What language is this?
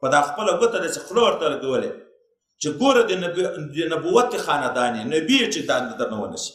Pashto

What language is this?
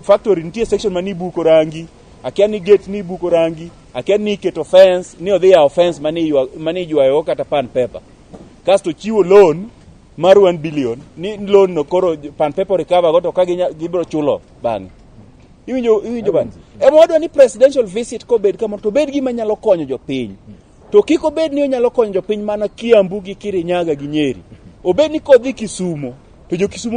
Luo (Kenya and Tanzania)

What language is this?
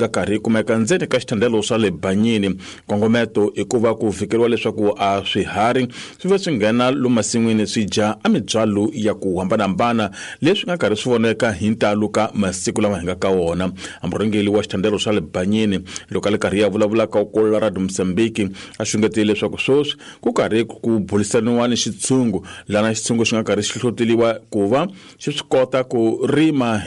Tsonga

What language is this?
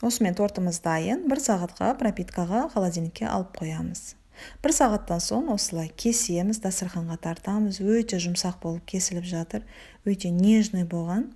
Kazakh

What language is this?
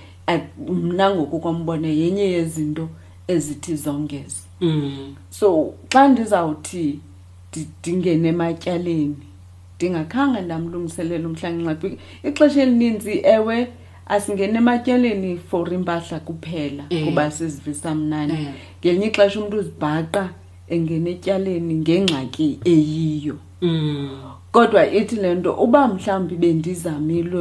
Xhosa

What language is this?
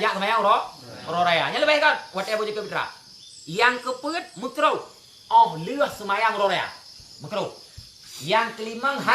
Achinese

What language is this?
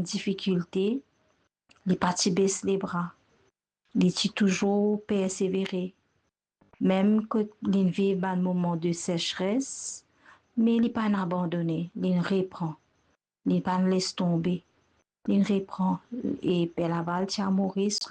Morisyen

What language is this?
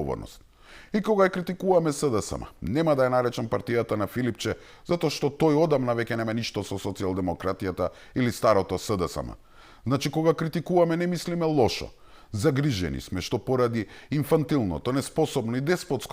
Macedonian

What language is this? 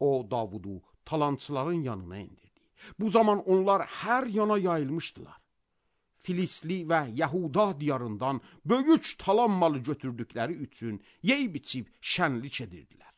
Azerbaijani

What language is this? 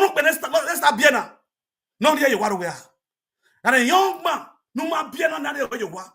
Nigerian Pidgin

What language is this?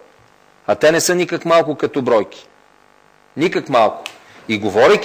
Bulgarian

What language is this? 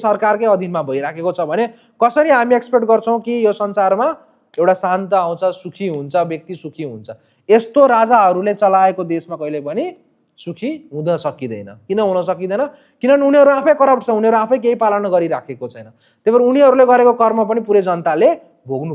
Nepali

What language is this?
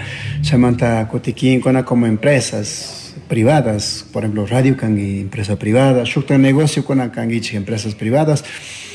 Chimborazo Highland Quichua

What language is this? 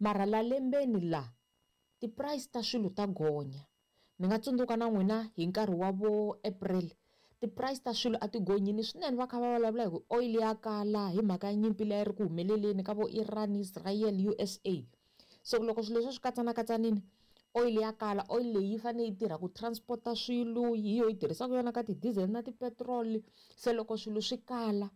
Tsonga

